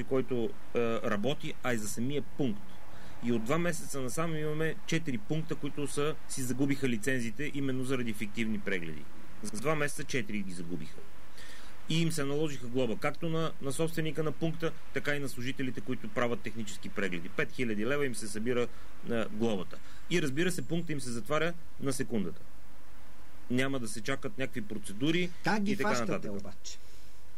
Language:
Bulgarian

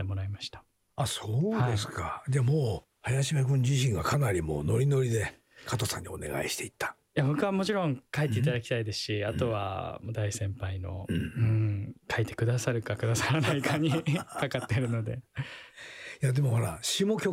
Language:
Japanese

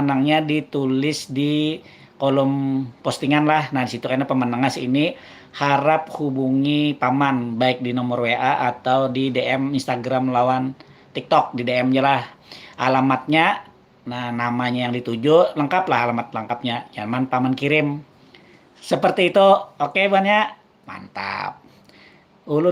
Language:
Banjar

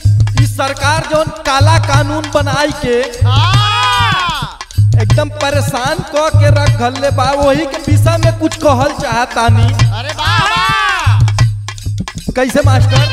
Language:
Bhojpuri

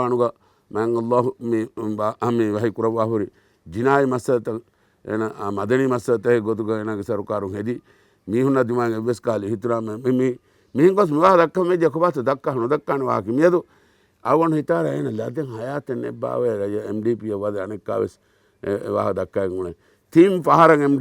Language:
Divehi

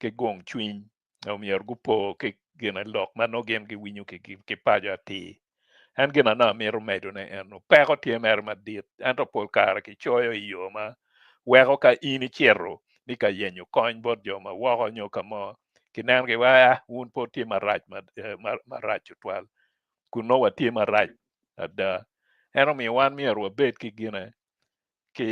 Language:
Acoli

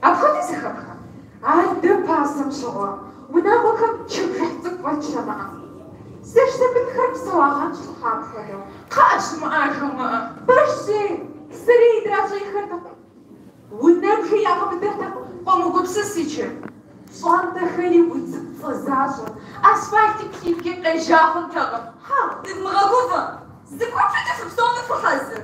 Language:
Kabardian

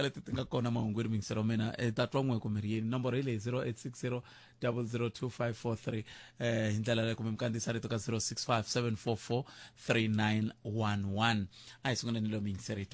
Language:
Tsonga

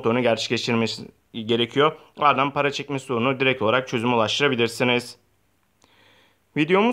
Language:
Turkish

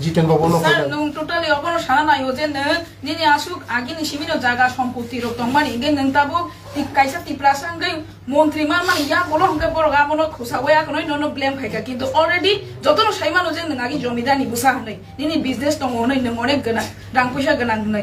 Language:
Kok Borok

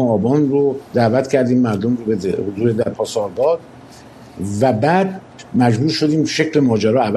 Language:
Persian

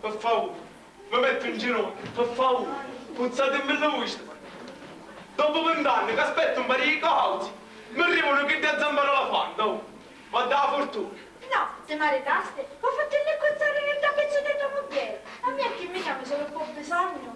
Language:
Sicilian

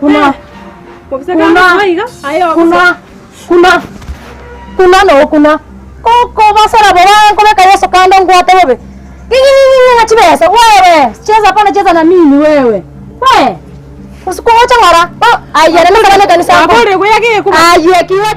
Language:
Gusii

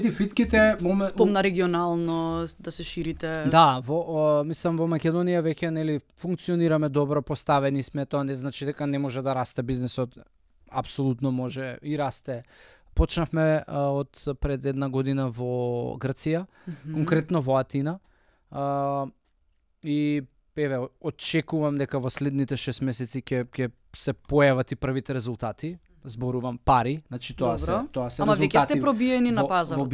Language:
Macedonian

